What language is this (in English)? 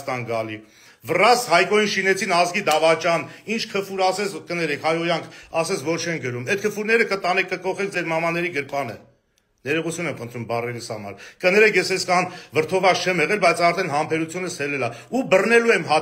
Armenian